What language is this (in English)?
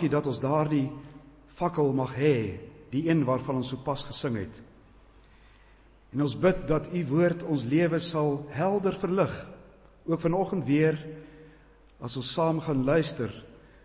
Afrikaans